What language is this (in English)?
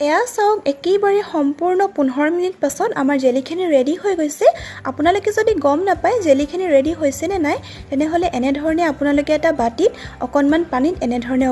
Assamese